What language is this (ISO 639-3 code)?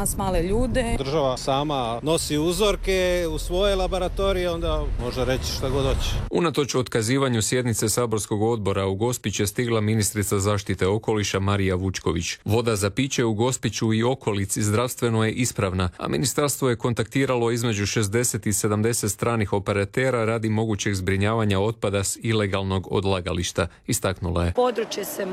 hrv